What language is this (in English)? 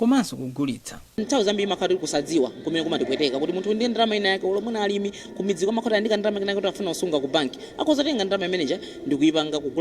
Nyanja